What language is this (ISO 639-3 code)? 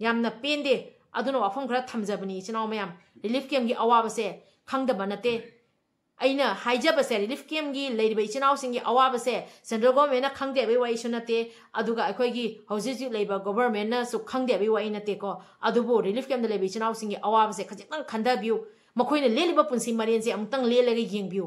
mni